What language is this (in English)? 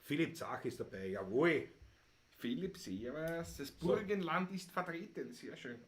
Bavarian